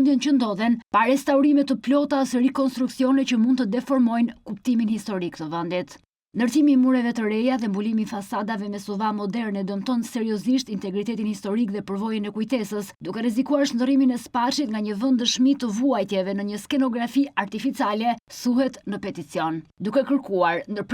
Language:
Albanian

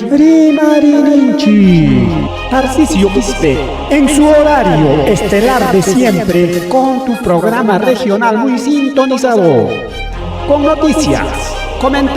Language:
Ayacucho Quechua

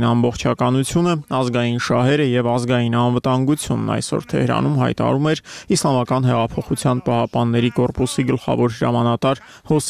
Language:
Armenian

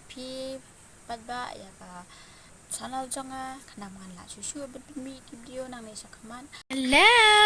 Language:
Khasi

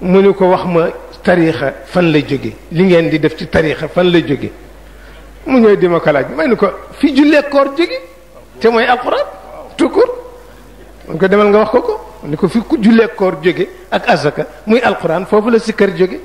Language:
Wolof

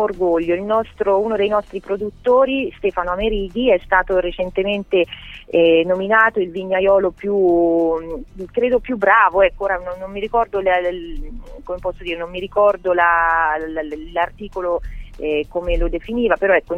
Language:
Italian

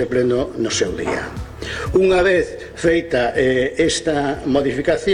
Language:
Galician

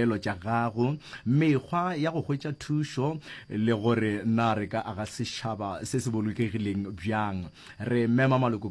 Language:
Northern Sotho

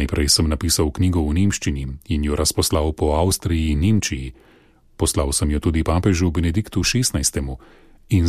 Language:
Slovenian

